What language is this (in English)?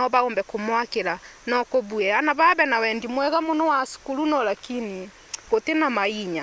Meru